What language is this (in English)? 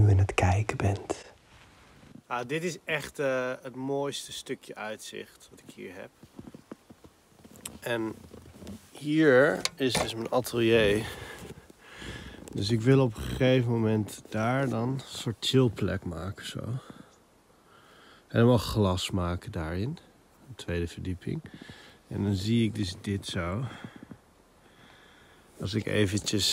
Dutch